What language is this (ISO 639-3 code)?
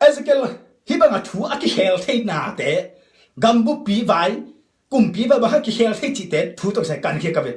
ctd